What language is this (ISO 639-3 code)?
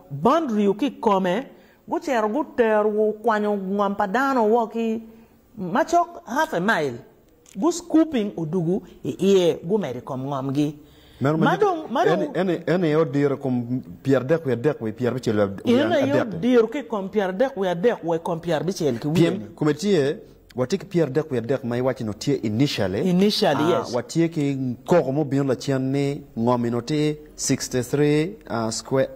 ach